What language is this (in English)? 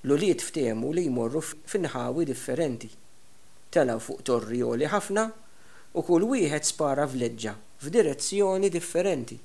Maltese